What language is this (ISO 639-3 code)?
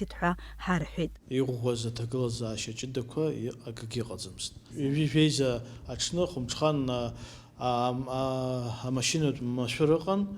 abk